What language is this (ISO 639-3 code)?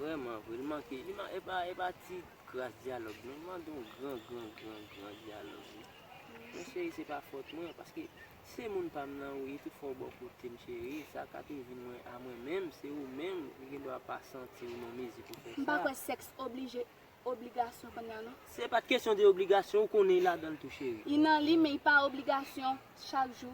hat